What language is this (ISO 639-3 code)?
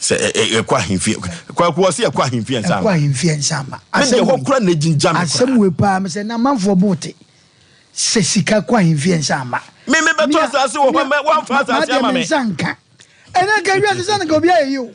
aka